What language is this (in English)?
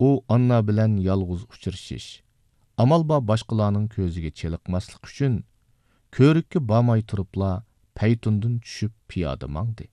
Uyghur